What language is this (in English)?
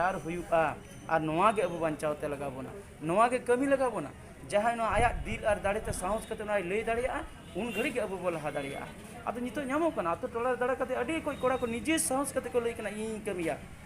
Santali